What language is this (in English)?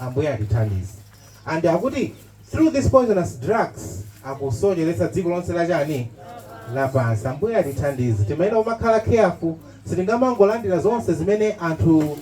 Nyanja